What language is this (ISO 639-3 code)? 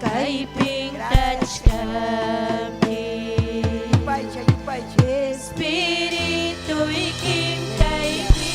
quy